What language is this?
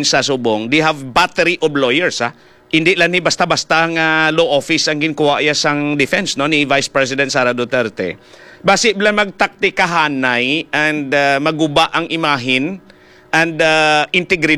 Hiligaynon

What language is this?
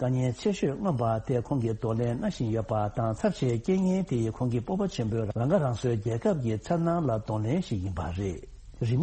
Tibetan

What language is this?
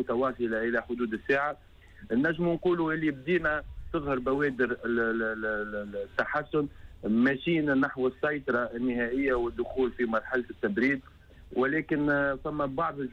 Tunisian Arabic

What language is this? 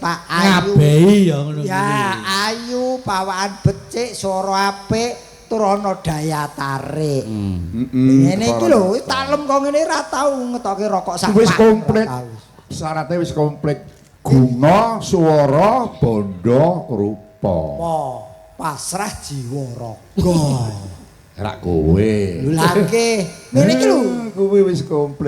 Javanese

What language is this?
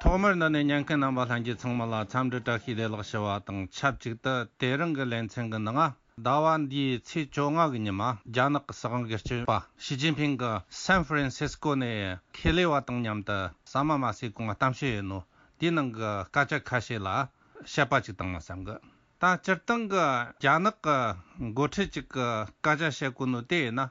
Tibetan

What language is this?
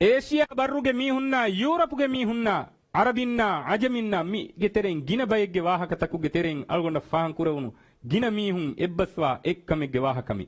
Divehi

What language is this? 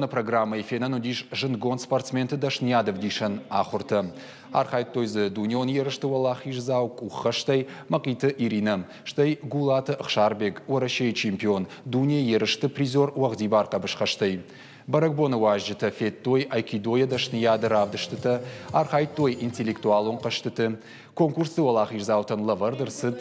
Ossetic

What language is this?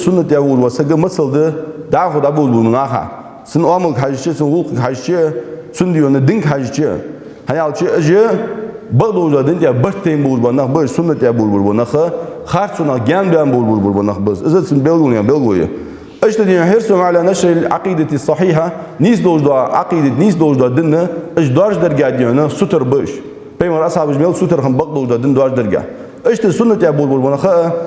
Ingush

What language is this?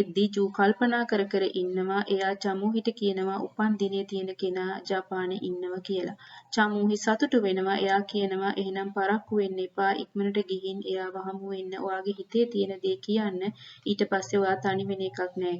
Sinhala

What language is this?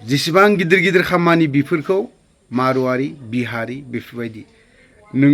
Bodo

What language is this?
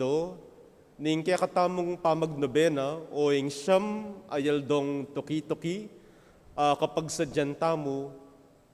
Pampanga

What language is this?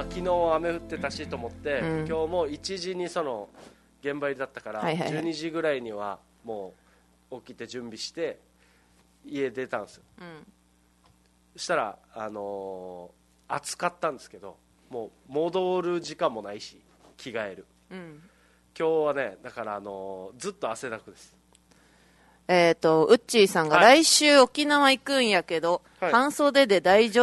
Japanese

